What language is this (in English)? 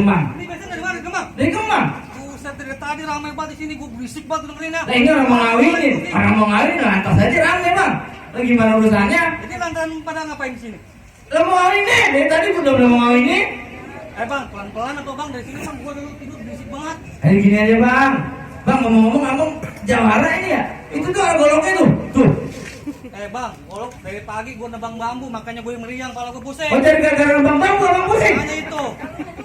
Betawi